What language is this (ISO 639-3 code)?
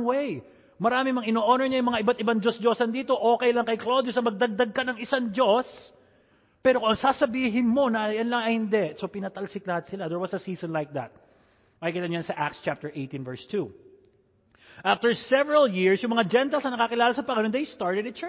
fil